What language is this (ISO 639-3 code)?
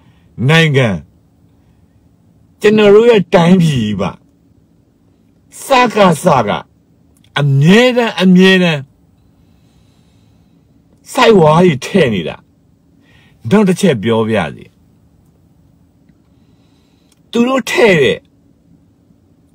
mya